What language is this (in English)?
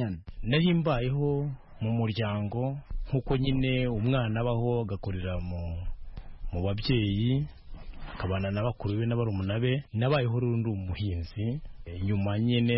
Kinyarwanda